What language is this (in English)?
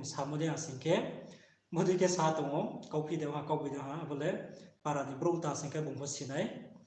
Riang (India)